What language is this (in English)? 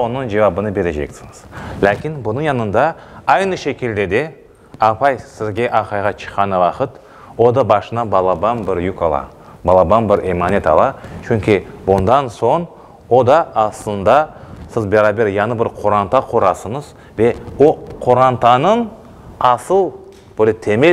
Crimean Tatar